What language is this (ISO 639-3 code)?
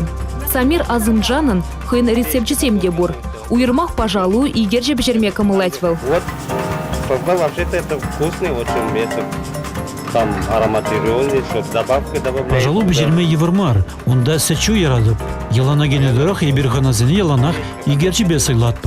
chv